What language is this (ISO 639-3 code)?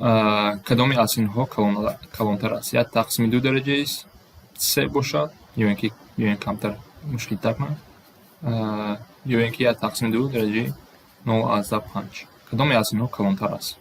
tgk